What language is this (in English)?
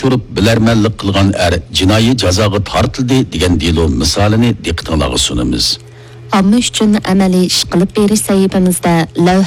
Uyghur